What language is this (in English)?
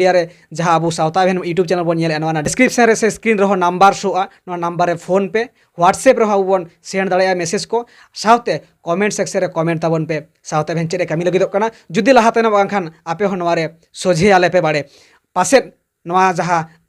Santali